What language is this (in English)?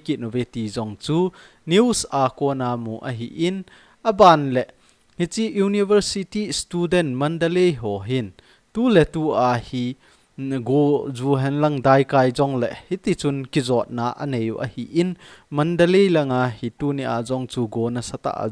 Thado Chin